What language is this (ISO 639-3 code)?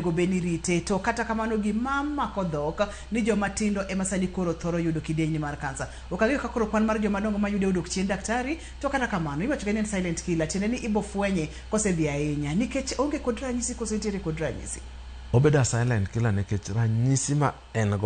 luo